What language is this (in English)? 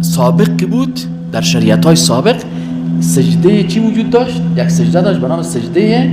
Persian